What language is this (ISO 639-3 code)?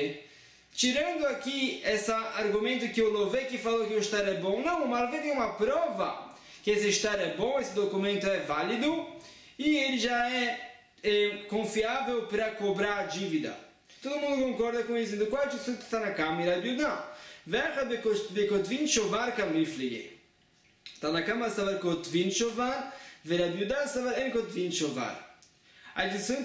por